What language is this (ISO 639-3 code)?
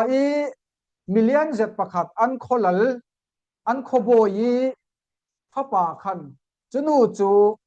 cfm